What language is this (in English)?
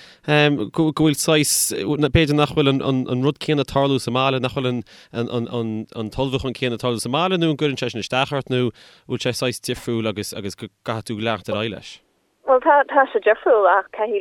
Irish